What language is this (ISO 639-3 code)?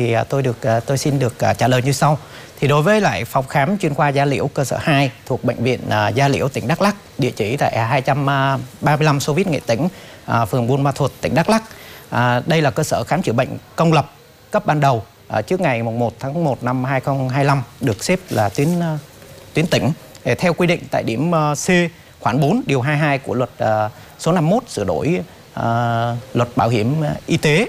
vie